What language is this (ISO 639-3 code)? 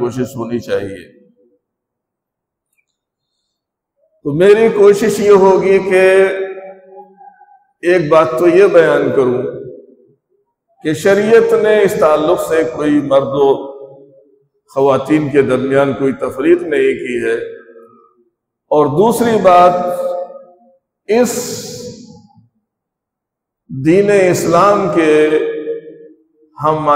urd